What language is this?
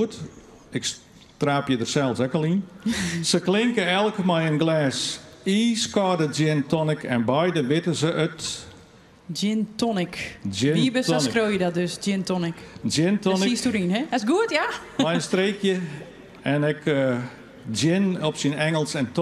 Western Frisian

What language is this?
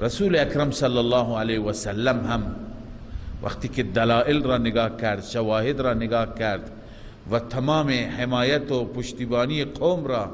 Persian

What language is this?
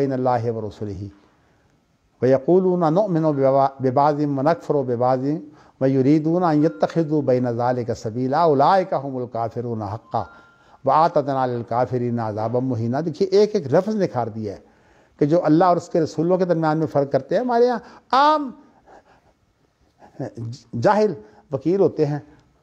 Urdu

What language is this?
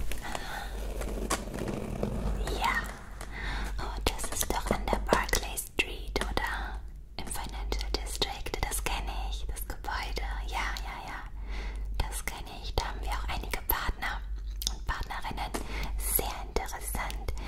German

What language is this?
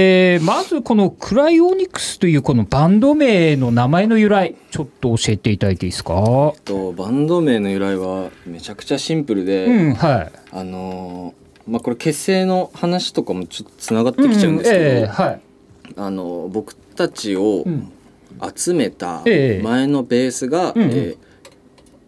Japanese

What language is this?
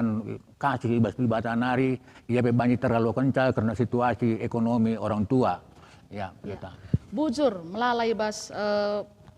Batak Karo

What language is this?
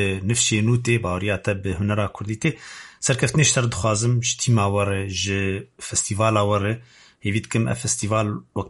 Kurdish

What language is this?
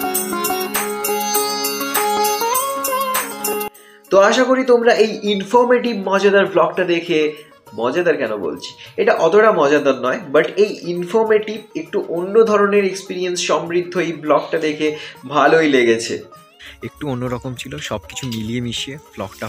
Bangla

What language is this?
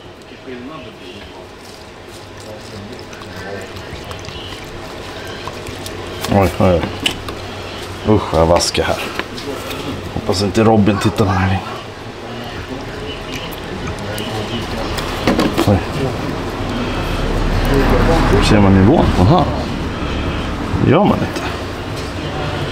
Swedish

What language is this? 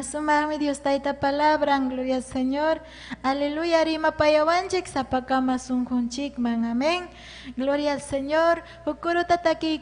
Ayacucho Quechua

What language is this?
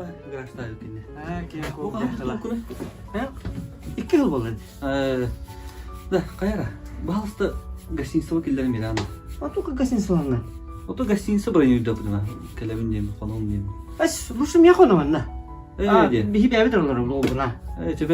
Yakut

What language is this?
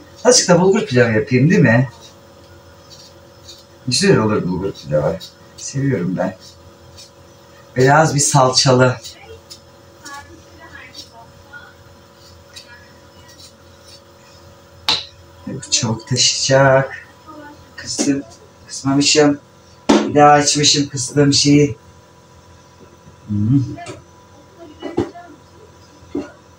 Turkish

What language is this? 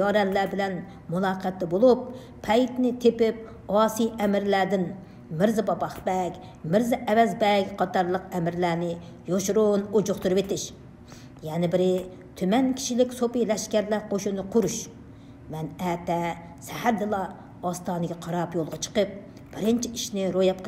Uyghur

